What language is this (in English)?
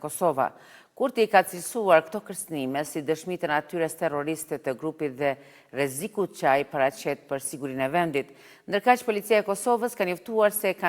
Albanian